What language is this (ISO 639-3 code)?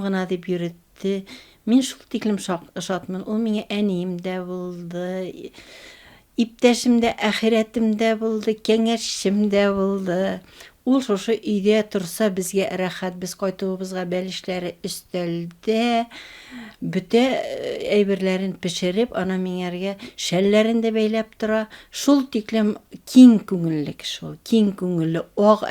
bak